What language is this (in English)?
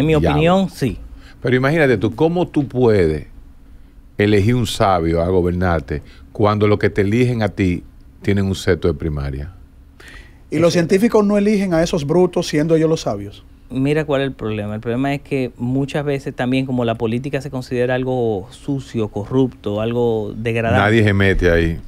Spanish